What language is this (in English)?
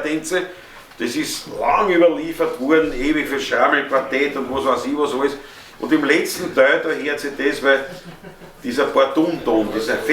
Bavarian